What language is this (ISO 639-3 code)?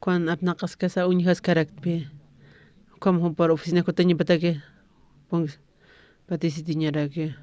aym